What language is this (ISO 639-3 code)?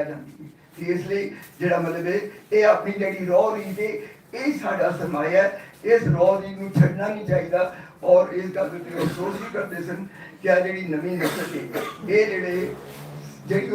lah